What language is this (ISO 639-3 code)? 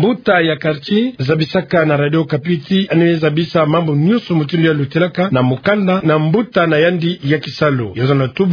ktu